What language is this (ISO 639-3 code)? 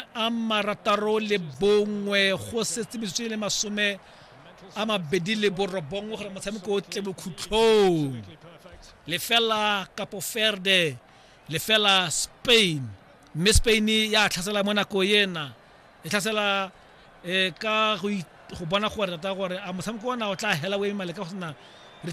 tsn